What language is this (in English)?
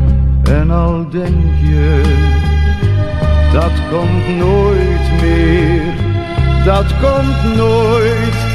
Dutch